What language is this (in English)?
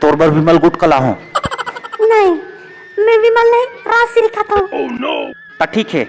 Chhattisgarhi